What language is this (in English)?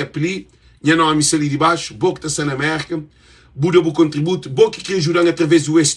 Kabuverdianu